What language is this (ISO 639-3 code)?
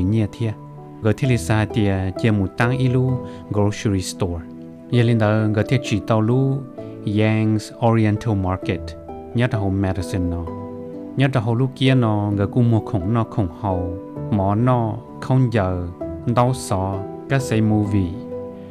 hmn